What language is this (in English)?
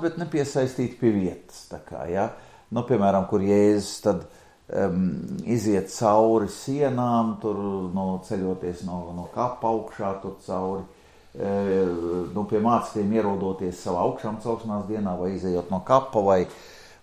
Latvian